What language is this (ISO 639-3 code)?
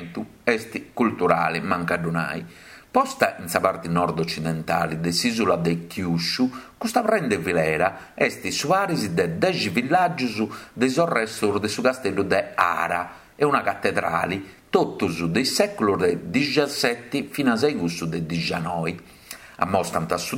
srd